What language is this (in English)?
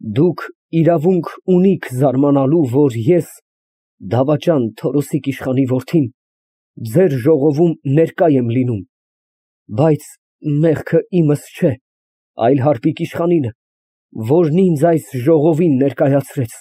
Armenian